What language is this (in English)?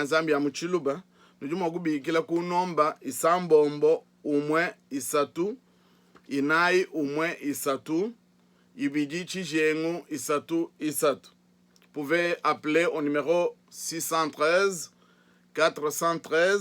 Luba-Lulua